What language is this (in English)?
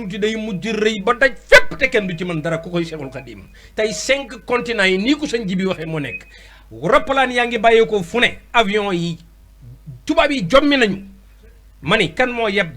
Wolof